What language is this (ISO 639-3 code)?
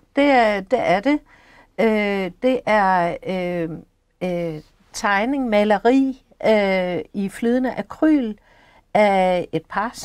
dan